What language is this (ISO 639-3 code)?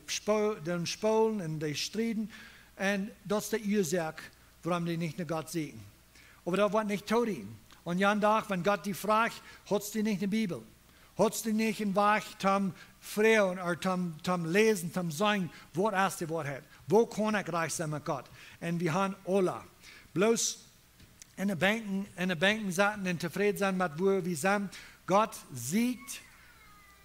pdt